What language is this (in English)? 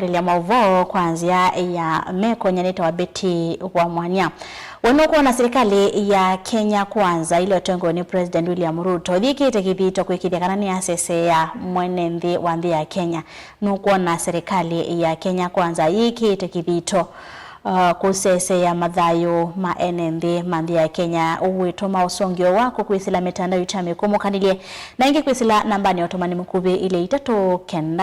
Kamba